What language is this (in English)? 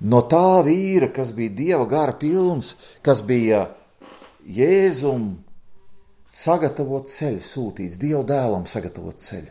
Latvian